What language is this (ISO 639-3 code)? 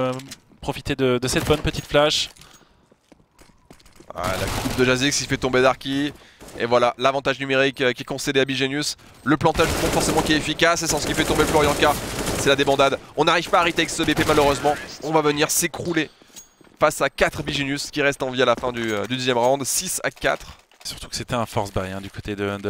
fra